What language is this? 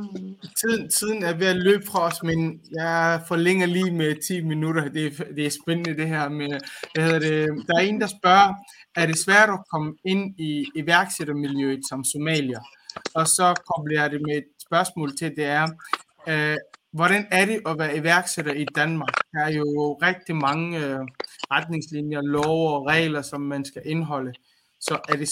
Danish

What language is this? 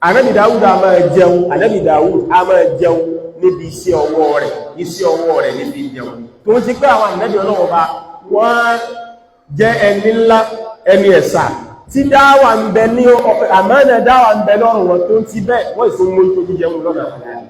Yoruba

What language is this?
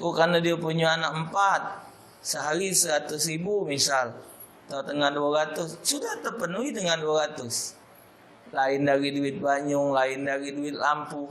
Musi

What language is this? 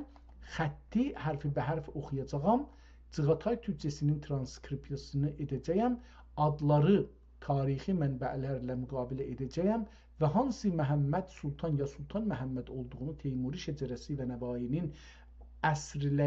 South Azerbaijani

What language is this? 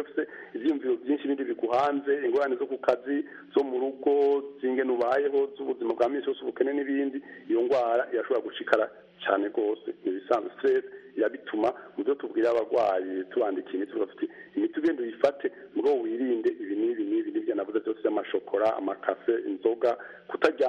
Kinyarwanda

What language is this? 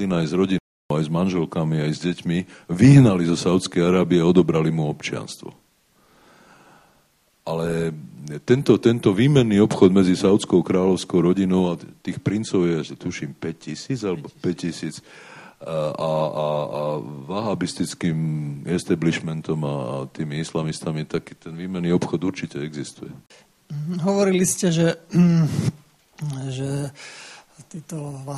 Slovak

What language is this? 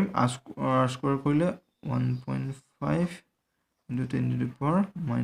Assamese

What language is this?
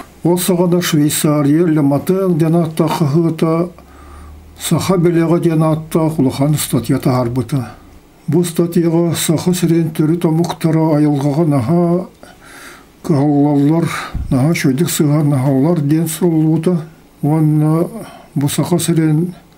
Yakut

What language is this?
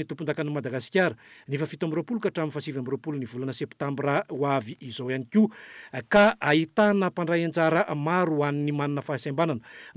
Malagasy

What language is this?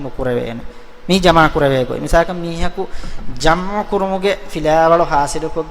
Divehi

